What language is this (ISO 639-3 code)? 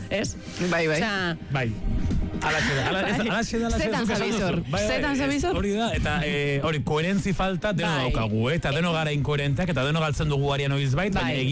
eus